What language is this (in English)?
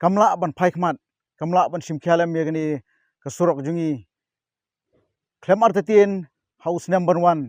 Khasi